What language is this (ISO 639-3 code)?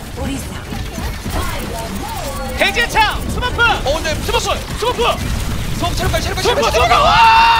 kor